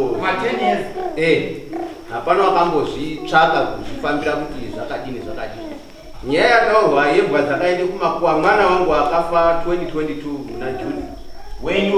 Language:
Shona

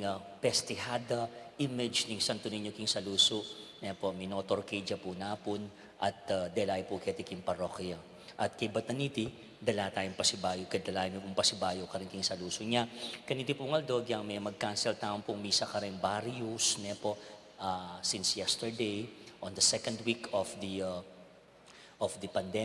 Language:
Pampanga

